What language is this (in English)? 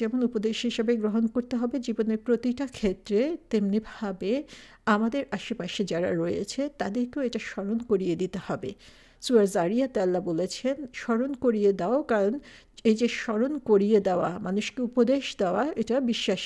Bangla